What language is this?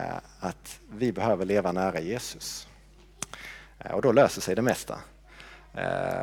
Swedish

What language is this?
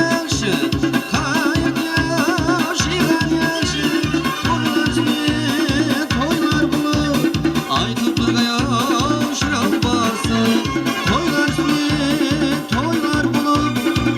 Kara-Kalpak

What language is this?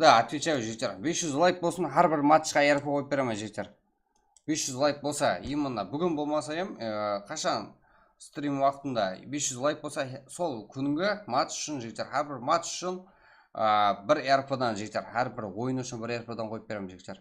Kara-Kalpak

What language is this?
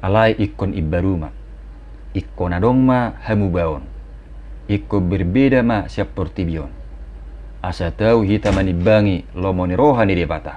Batak Toba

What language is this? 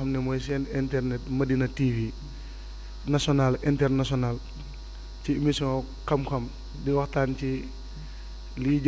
Wolof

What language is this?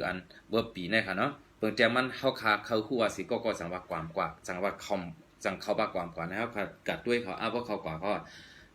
Shan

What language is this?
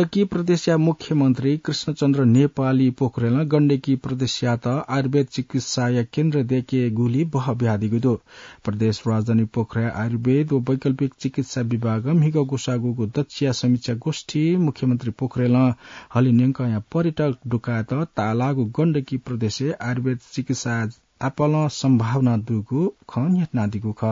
Newari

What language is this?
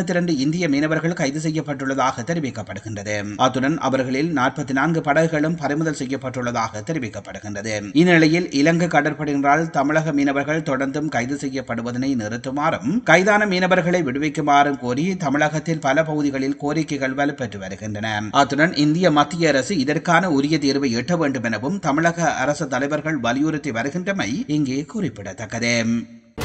Tamil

